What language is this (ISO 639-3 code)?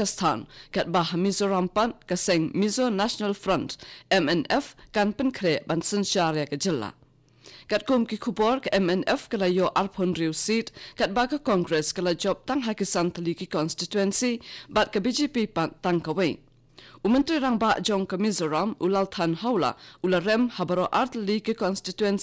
kha